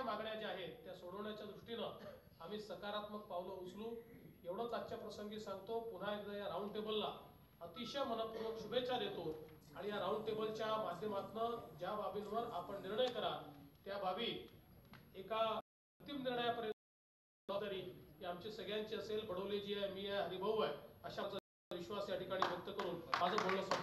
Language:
Marathi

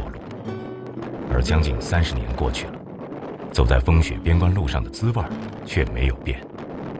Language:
Chinese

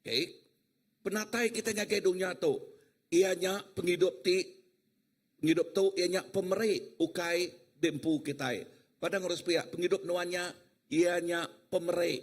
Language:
Iban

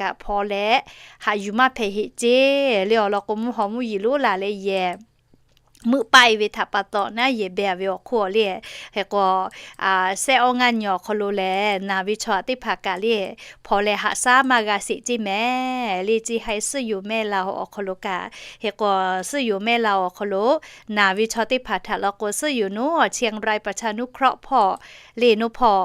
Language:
Lahu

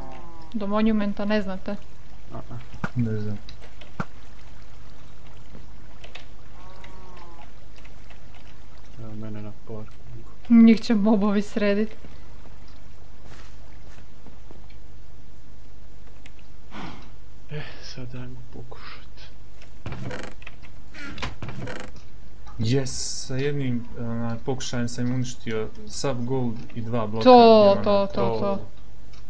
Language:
Croatian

